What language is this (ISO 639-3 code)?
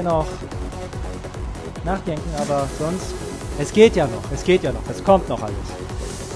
deu